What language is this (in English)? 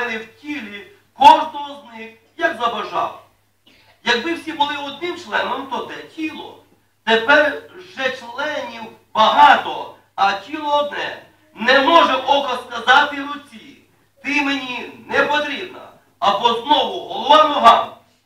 Ukrainian